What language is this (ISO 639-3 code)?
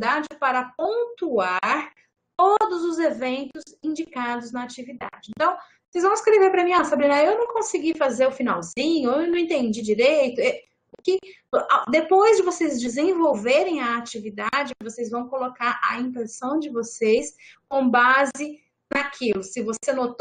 por